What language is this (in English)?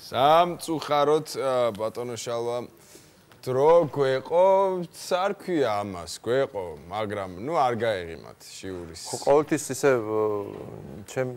Georgian